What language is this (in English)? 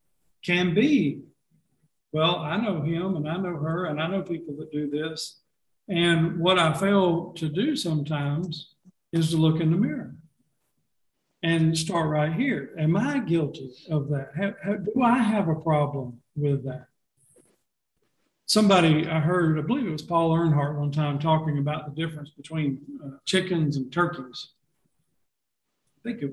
English